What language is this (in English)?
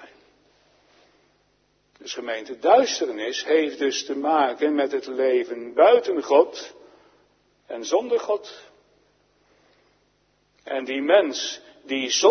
Dutch